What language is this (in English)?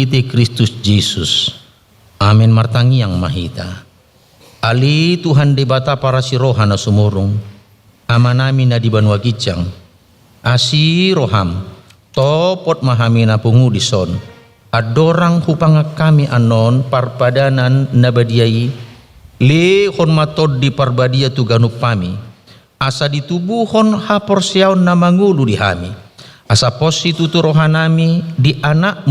Batak Toba